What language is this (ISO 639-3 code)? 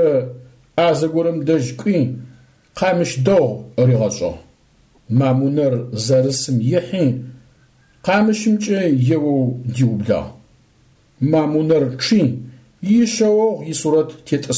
ady